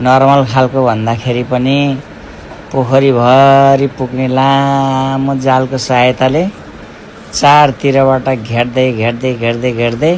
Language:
Nepali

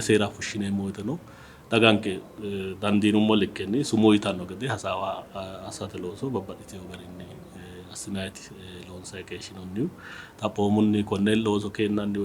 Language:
Sidamo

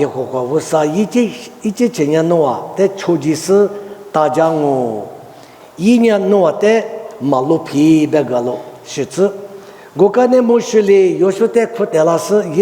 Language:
Lisu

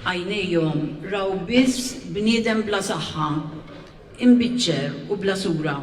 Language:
Maltese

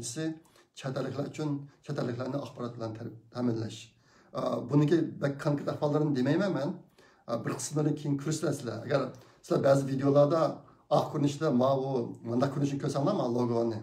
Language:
Uyghur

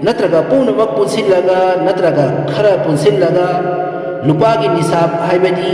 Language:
Manipuri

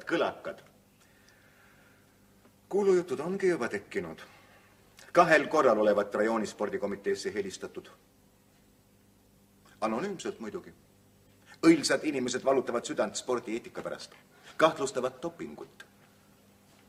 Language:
Estonian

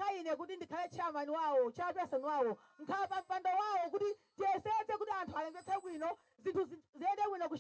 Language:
Nyanja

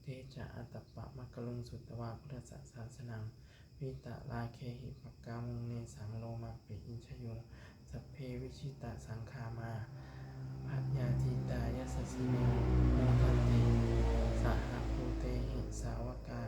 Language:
Pali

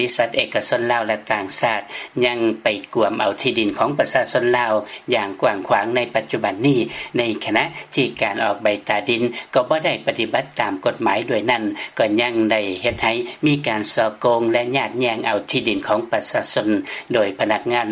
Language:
Lao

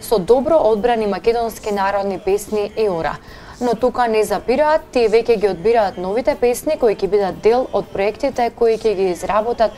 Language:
Macedonian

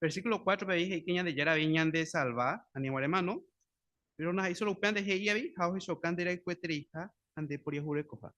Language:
Guarani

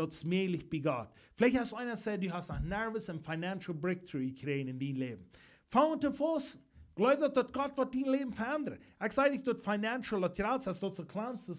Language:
Plautdietsch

